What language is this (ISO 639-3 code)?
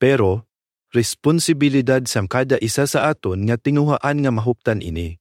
hil